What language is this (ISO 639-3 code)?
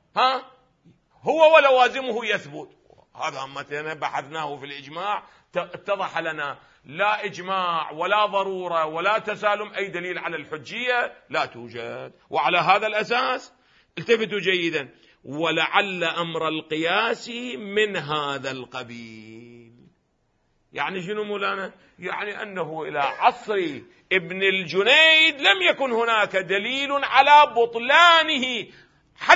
ara